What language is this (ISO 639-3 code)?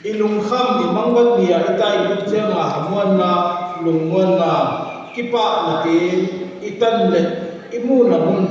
ctd